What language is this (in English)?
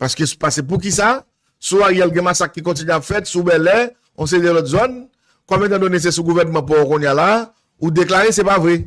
Haitian Creole